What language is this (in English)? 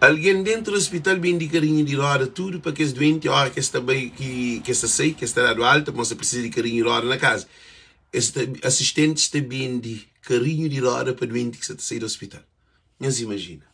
Kabuverdianu